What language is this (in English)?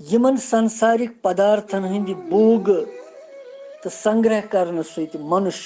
Kashmiri